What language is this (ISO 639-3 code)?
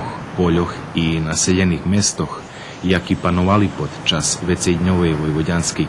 rue